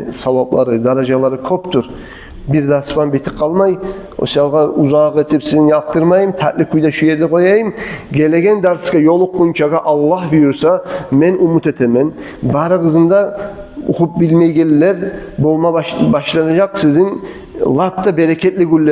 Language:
Kumyk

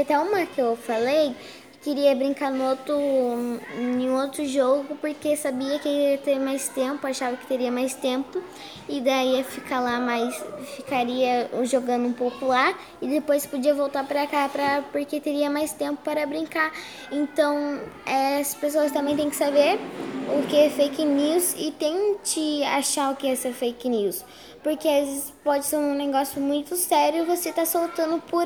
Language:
Portuguese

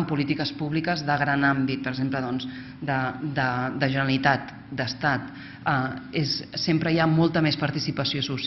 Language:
Catalan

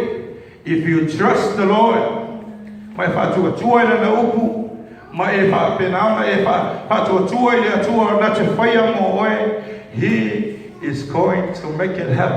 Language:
Samoan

